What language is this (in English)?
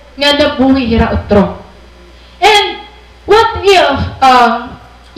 Waray